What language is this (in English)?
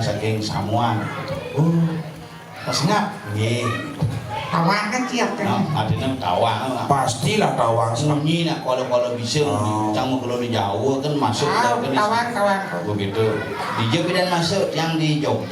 Balinese